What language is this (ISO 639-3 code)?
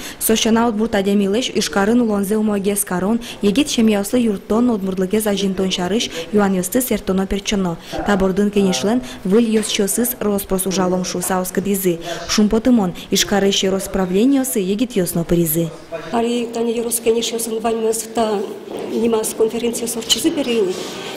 udm